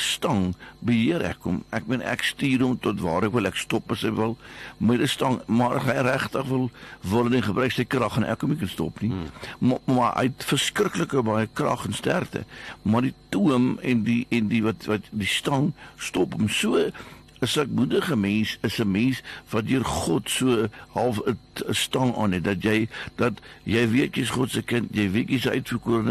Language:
Afrikaans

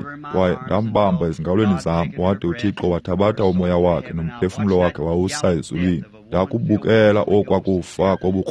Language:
Xhosa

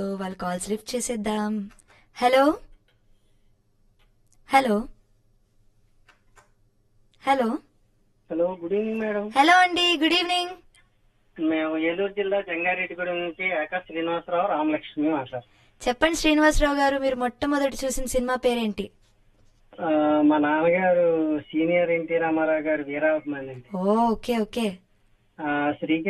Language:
Telugu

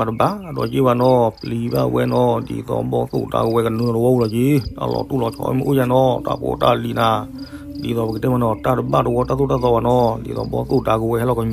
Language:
S'gaw Karen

